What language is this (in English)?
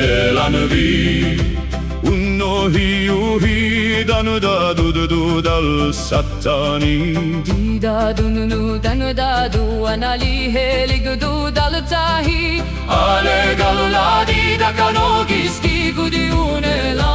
Cherokee